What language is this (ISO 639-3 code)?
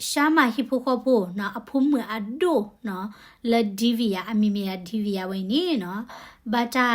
ksw